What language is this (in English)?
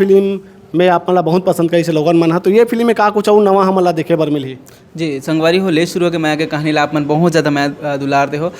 Chhattisgarhi